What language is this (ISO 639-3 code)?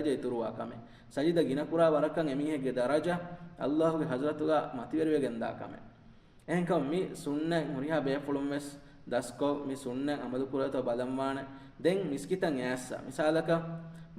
div